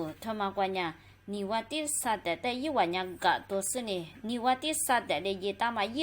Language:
Lisu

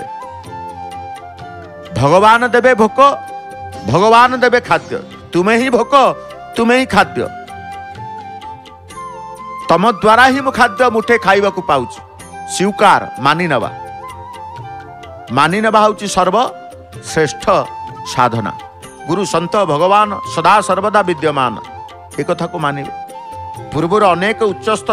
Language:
Odia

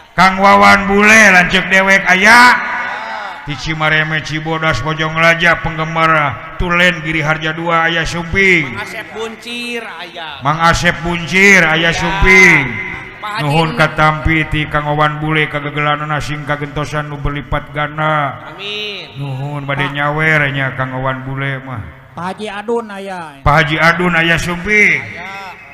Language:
Sundanese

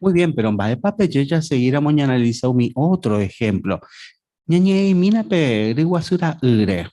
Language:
Guarani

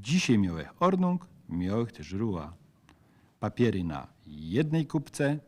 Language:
Silesian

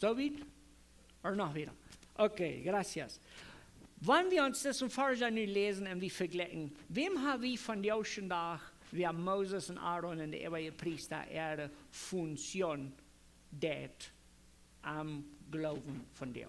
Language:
Plautdietsch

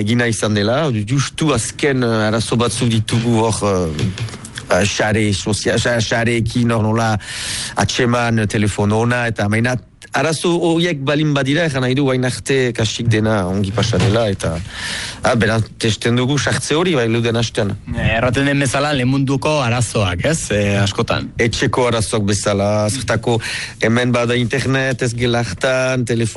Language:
Basque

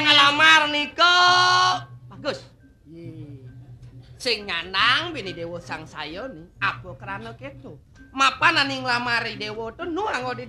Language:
Balinese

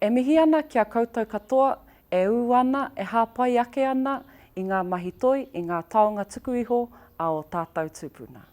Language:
Māori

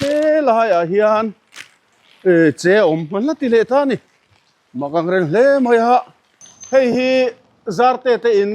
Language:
Mizo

